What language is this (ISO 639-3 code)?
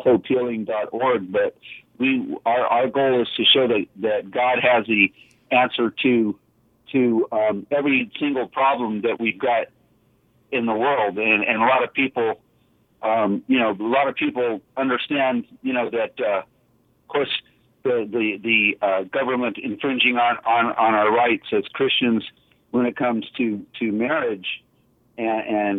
eng